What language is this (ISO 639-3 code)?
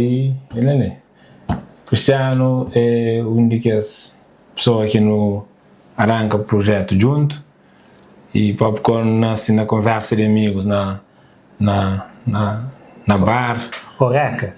kea